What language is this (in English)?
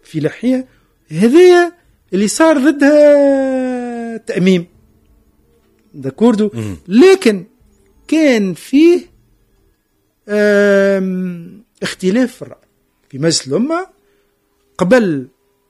Tunisian Arabic